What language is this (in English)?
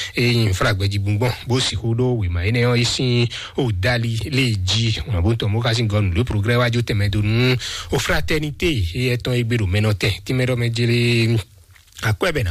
Fon